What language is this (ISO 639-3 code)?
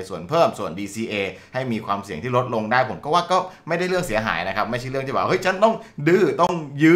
tha